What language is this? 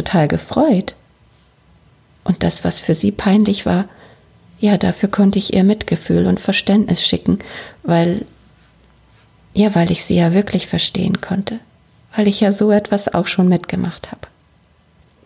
German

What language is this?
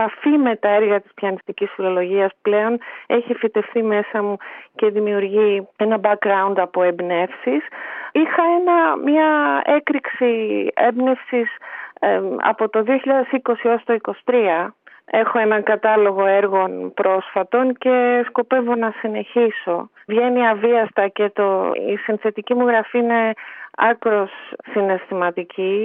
Greek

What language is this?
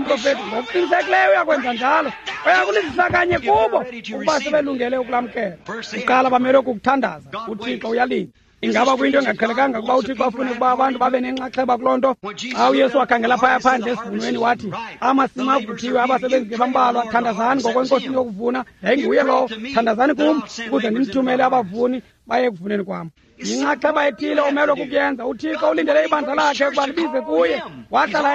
Xhosa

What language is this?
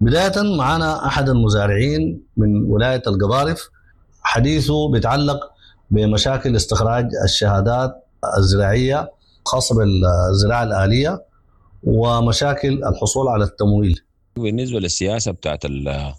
Sudanese Arabic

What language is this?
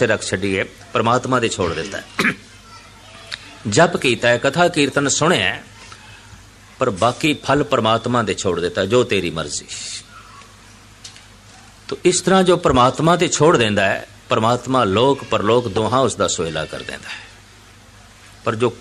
Punjabi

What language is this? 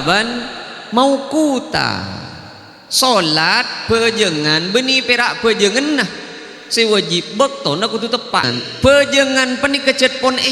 Madurese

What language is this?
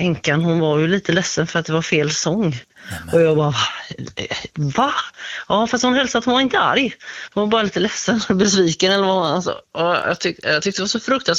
Swedish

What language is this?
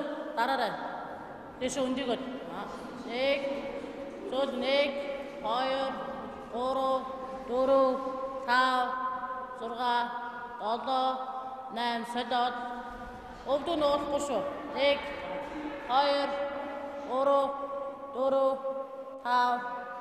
Mongolian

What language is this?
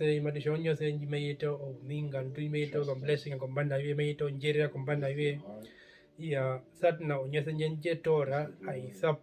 Herero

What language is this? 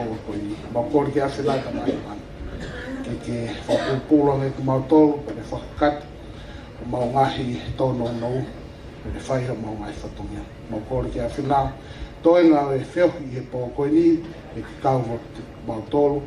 Tongan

